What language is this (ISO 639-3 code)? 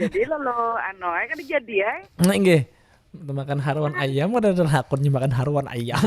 bjn